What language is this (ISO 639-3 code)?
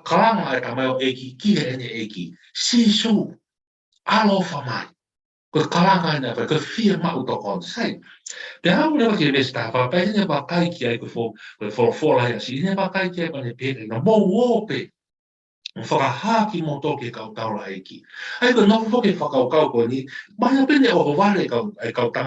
ton